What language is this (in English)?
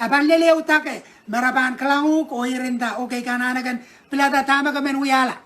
Pohnpeian